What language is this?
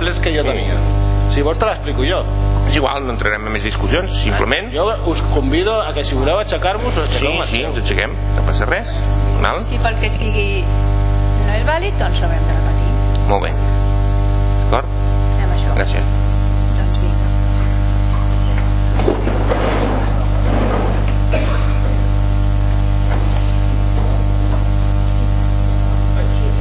Catalan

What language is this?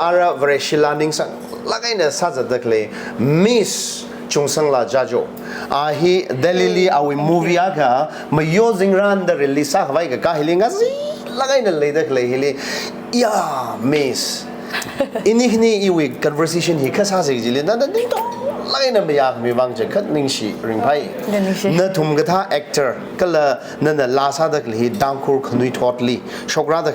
Tangkhul Naga (India)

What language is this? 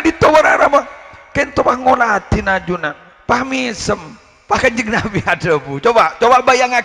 Madurese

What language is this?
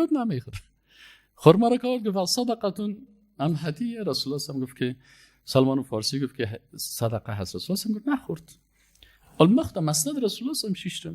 Persian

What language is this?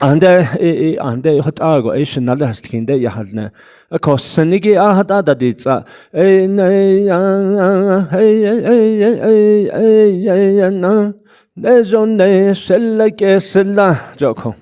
Navajo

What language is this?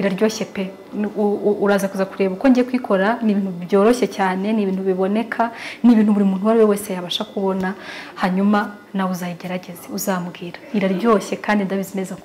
Kinyarwanda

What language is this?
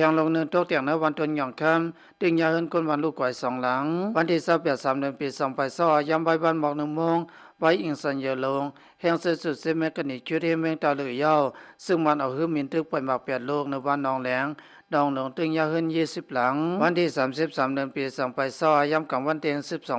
Shan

